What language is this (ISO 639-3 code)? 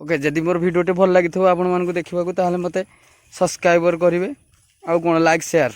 ori